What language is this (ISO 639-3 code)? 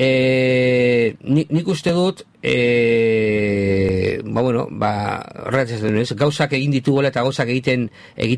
eus